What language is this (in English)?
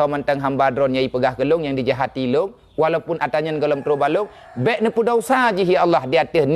Achinese